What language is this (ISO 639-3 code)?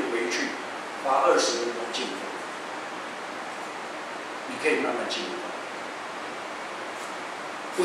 zho